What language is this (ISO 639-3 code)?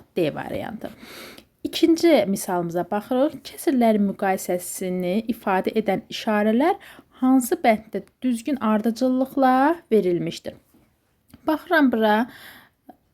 aze